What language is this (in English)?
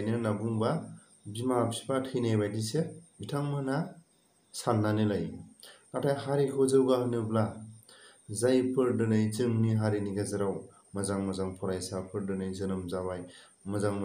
Bodo